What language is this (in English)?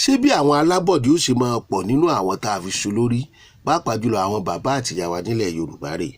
Yoruba